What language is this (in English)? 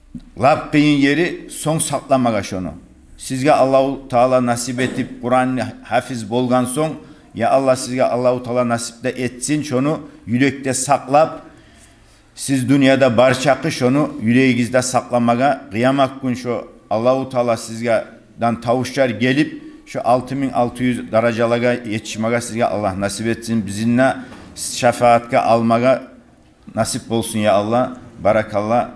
Kumyk